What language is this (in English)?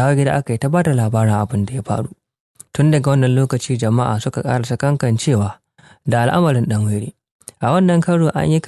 Hausa